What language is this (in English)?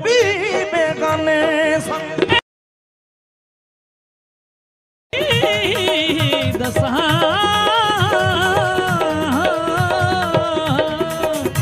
Punjabi